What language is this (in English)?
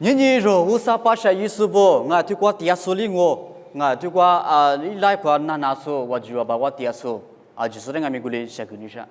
Lisu